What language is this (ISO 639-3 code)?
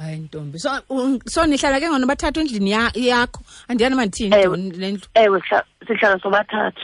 xho